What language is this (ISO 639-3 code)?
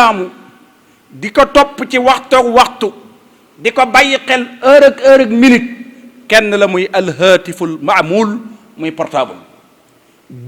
wol